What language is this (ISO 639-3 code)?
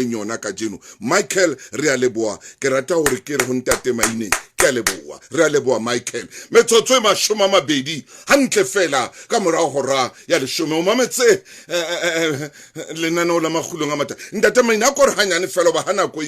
sot